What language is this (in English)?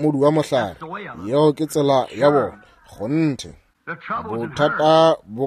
Northern Sotho